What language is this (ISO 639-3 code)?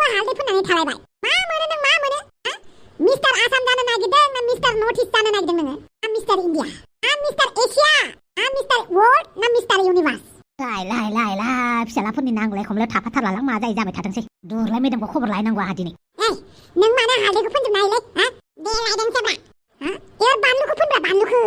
brx